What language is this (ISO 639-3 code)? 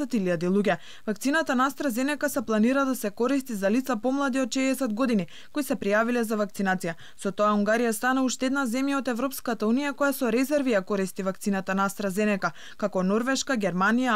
mkd